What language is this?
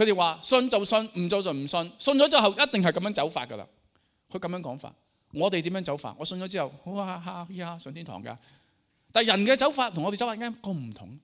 Cantonese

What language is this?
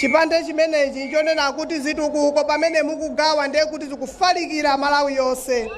Nyanja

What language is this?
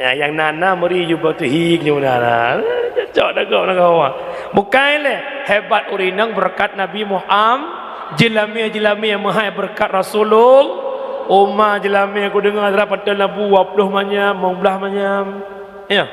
Achinese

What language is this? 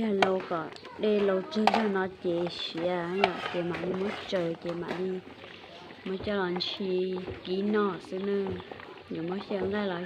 Hmong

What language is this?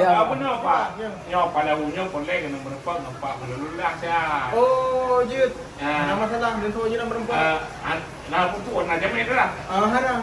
Achinese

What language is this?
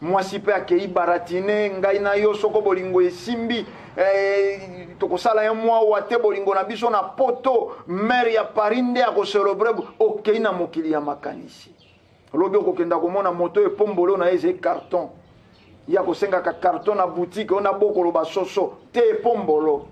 Lingala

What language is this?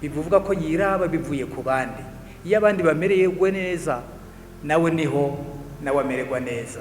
Rundi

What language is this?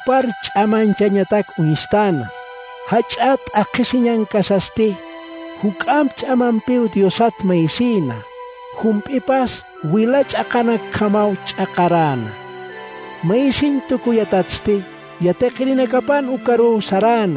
Aymara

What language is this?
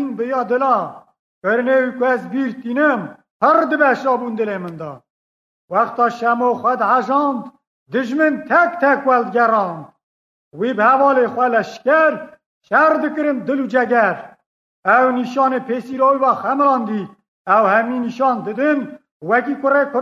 Kurdish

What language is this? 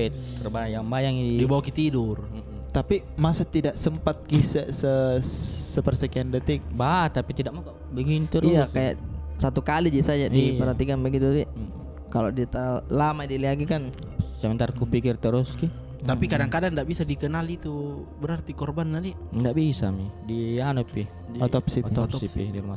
Makassar Malay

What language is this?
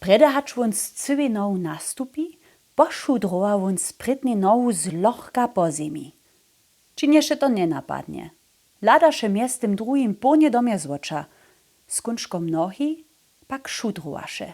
Upper Sorbian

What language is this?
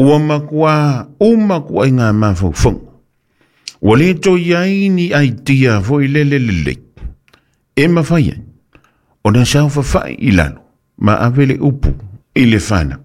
Samoan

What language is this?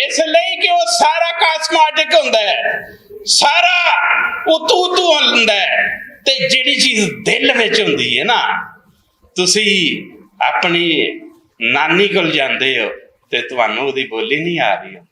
Western Panjabi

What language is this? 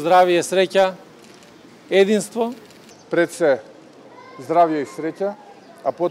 Macedonian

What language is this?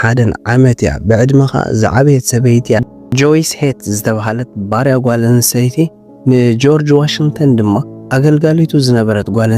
Tigrinya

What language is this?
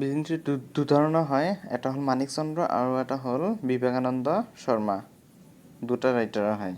Assamese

